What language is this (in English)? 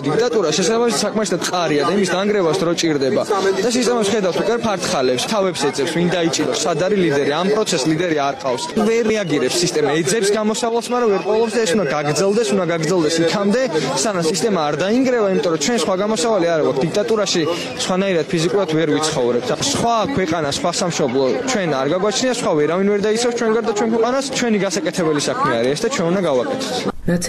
Georgian